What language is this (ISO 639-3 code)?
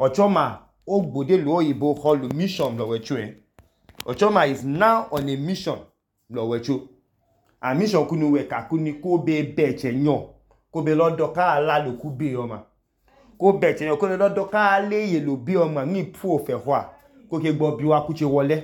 idu